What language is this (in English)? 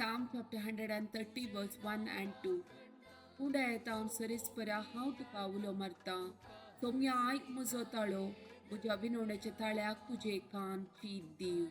Konkani